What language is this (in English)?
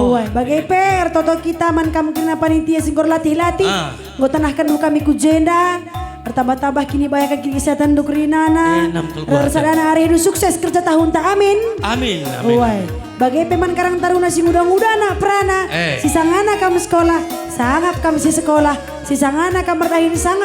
Batak Karo